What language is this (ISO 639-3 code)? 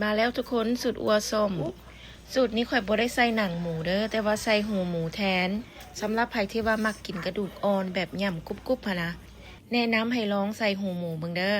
lao